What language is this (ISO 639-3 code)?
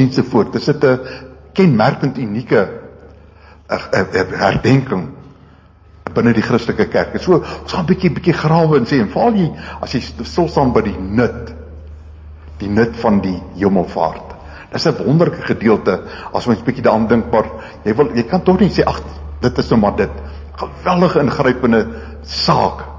afr